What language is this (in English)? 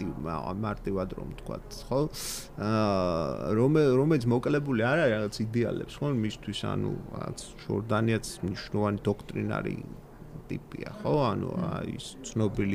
Georgian